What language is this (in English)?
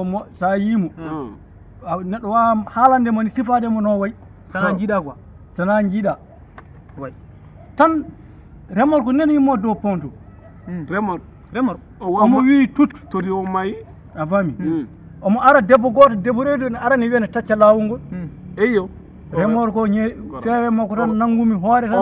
Fula